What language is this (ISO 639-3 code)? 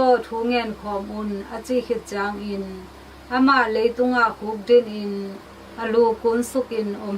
ctd